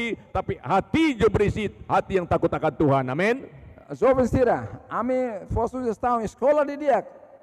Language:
Tetum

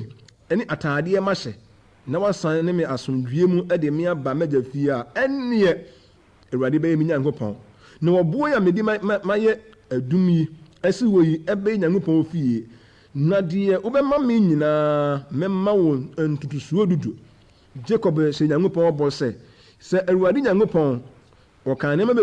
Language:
Akan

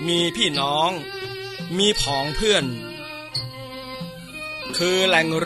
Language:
Thai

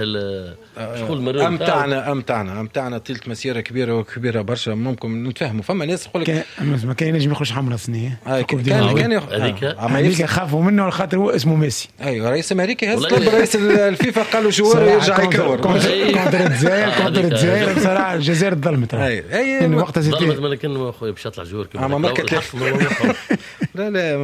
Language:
Tunisian Arabic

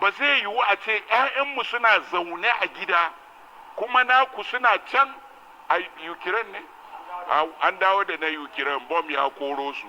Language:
Hausa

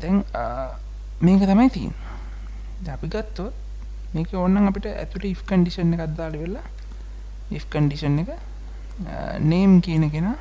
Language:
Sinhala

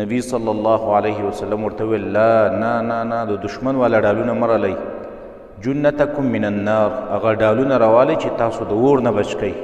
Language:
Pashto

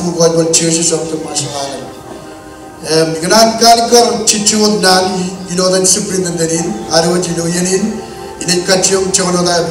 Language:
Marshallese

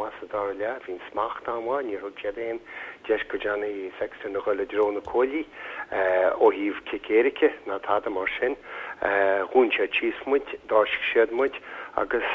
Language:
Irish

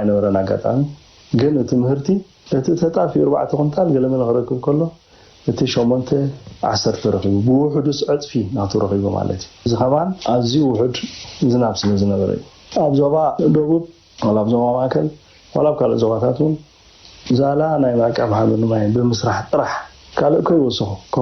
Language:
Tigrinya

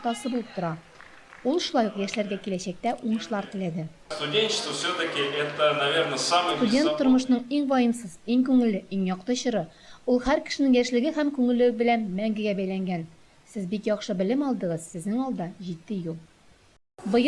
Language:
Tatar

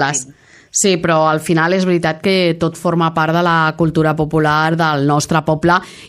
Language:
Catalan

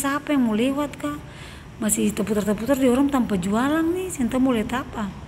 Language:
Ambonese Malay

